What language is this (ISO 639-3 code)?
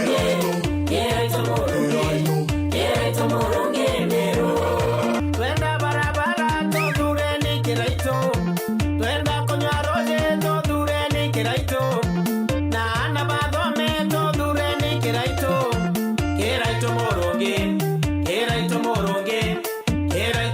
mer